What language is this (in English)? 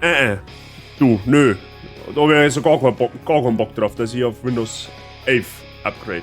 Bavarian